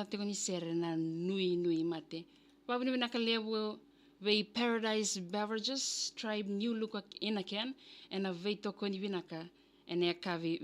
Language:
Fijian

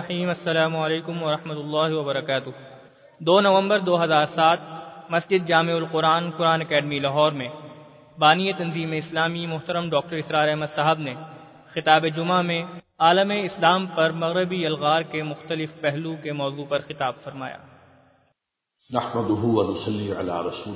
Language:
Urdu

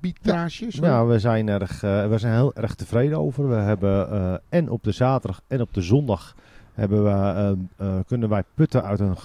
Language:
Dutch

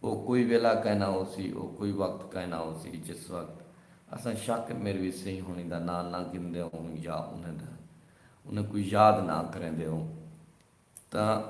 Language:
Saraiki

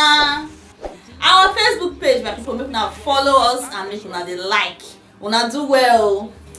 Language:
Nigerian Pidgin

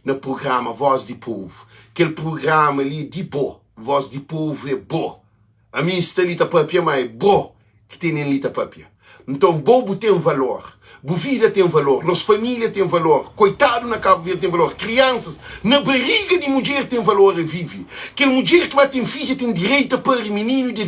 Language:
Kabuverdianu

